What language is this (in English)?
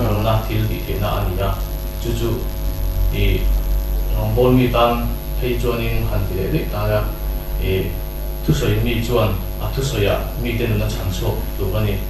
Mizo